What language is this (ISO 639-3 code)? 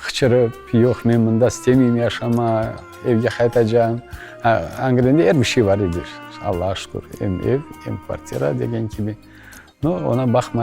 crh